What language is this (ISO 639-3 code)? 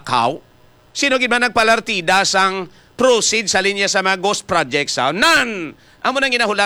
hil